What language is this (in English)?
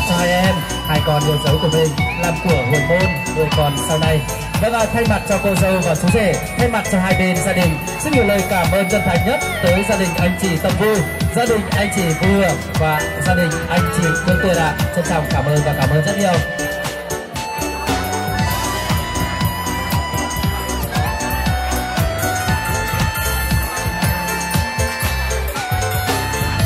Vietnamese